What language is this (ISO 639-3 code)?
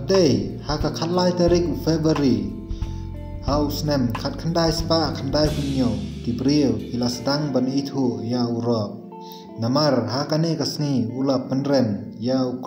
kha